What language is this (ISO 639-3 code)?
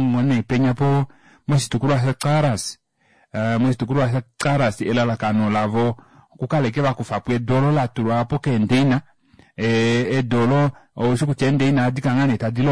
kua